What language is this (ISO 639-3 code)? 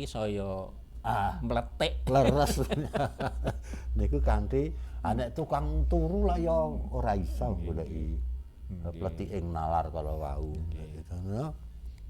jav